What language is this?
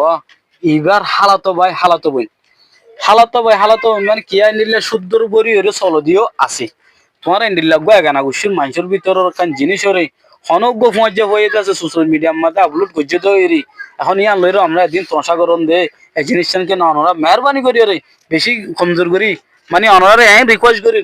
Rohingya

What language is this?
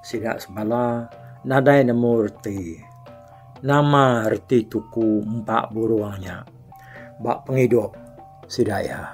Iban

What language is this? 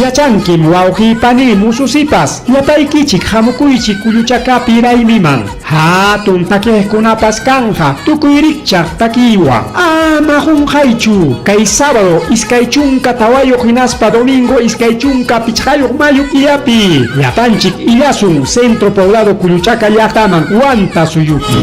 Ayacucho Quechua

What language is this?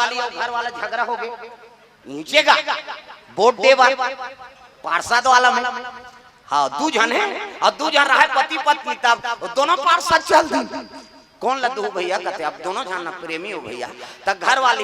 Chhattisgarhi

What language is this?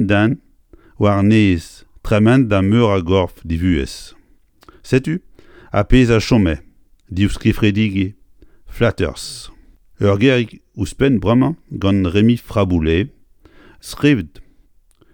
Breton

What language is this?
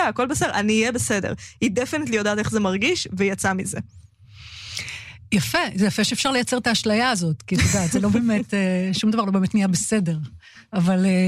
Hebrew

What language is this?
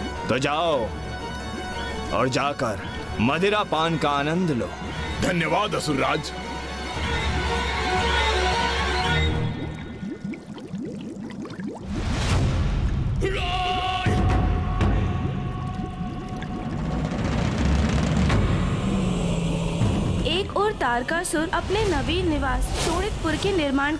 Hindi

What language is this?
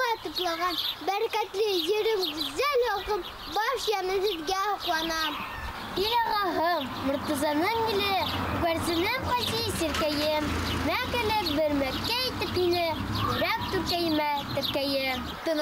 Bashkir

